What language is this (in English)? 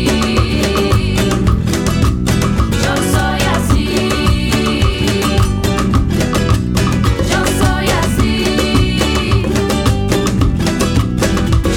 Basque